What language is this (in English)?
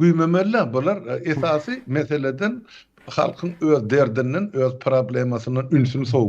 Turkmen